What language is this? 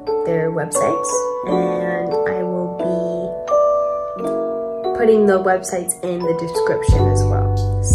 English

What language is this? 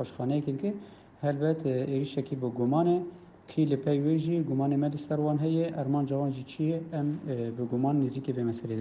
Kurdish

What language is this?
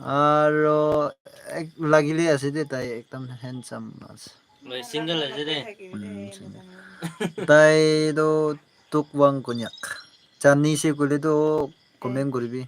Naga Pidgin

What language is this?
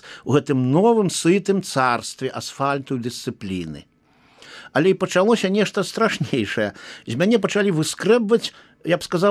Belarusian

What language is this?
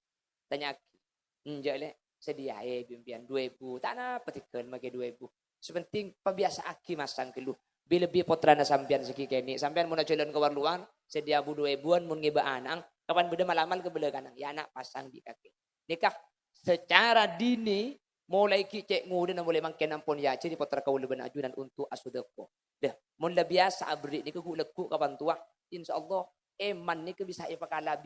Madurese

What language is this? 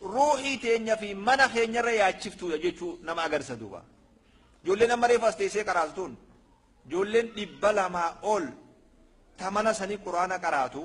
Oromo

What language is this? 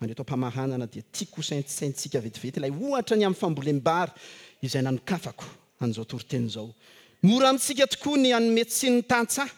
Malagasy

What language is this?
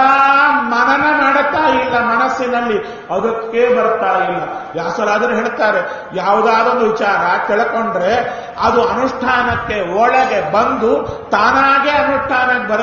Kannada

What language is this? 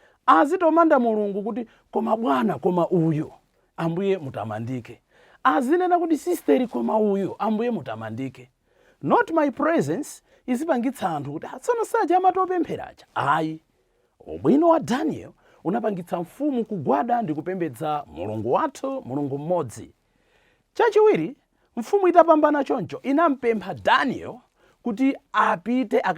Nyanja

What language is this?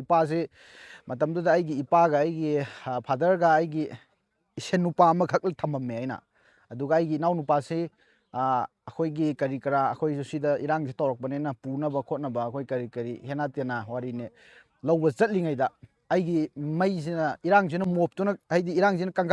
Manipuri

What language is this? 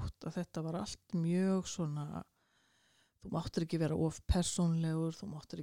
Icelandic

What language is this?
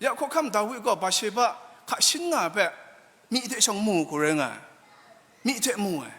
Kachin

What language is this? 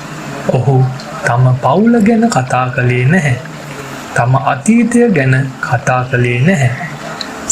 Sinhala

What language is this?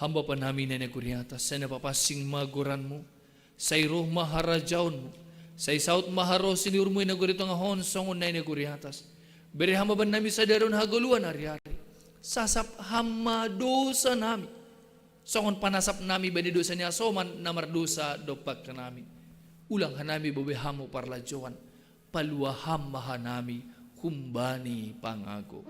Batak Simalungun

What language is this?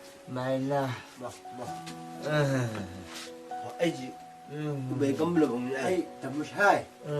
Chang Naga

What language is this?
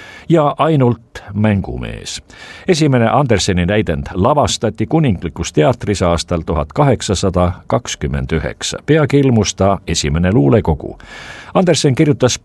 Estonian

